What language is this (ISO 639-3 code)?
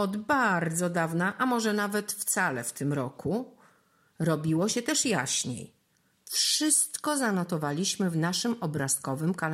pol